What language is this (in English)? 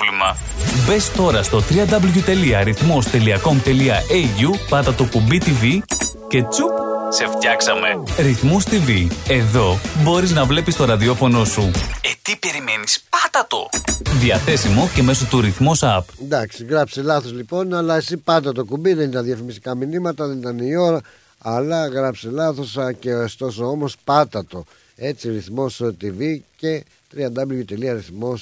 Greek